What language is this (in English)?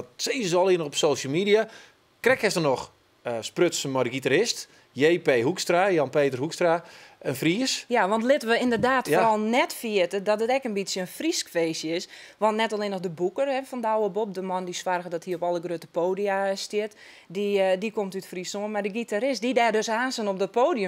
Western Frisian